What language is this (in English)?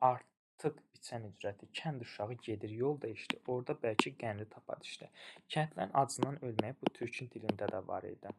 Azerbaijani